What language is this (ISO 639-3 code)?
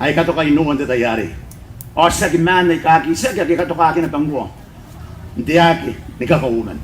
gil